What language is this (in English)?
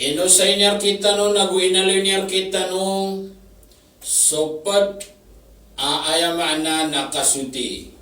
Maranao